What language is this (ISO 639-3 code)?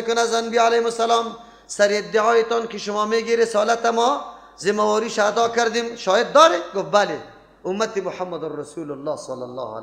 fas